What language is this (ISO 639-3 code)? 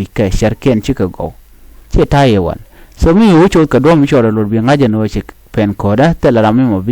nus